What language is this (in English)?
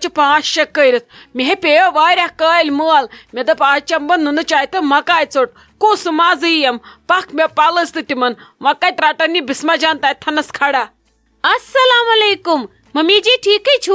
Kashmiri